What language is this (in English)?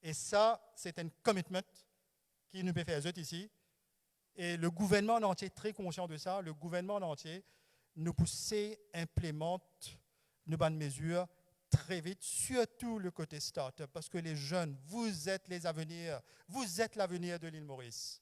Morisyen